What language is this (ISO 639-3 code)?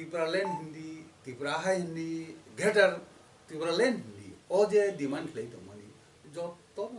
trp